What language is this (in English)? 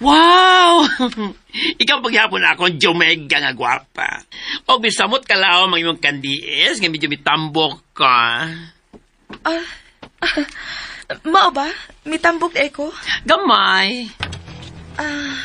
Cebuano